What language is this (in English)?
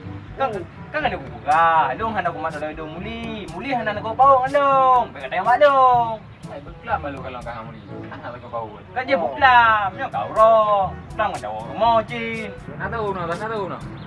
Achinese